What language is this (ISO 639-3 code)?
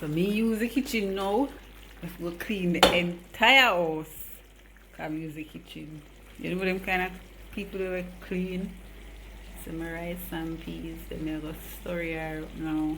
jam